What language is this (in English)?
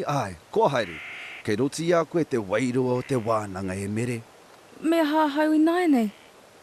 Māori